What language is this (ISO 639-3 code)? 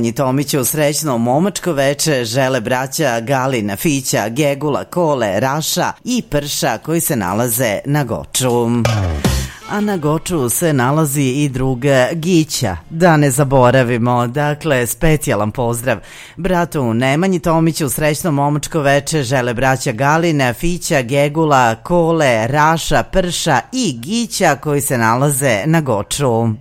srp